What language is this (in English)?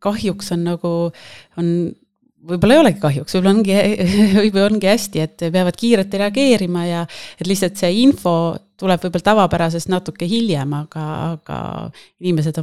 Estonian